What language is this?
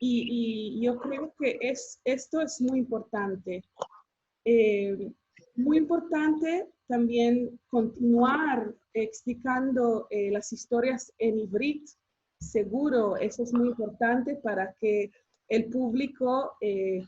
Ladino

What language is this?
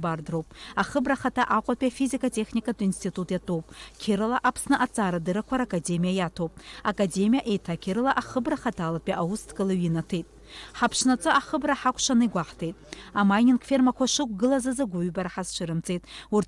Abkhazian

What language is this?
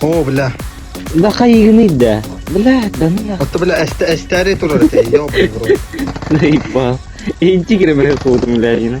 Yakut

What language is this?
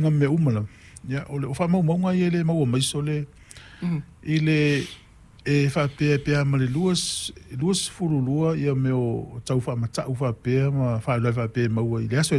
Samoan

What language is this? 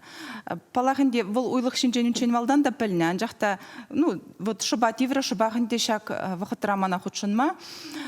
Chuvash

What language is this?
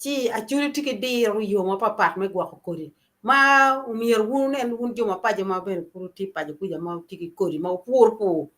Acoli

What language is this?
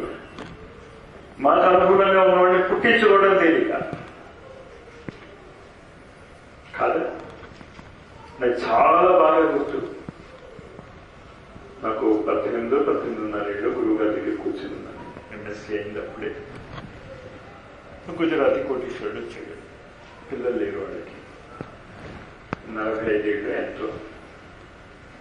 Telugu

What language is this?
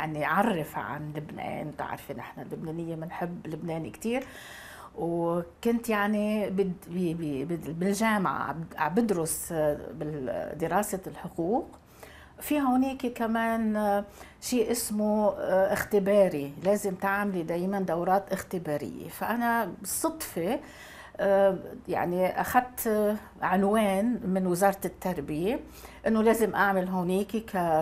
North Levantine Arabic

